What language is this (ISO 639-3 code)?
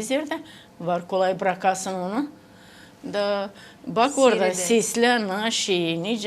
gag